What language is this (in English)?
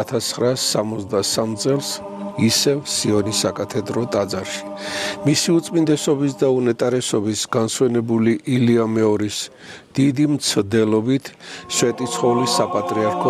Georgian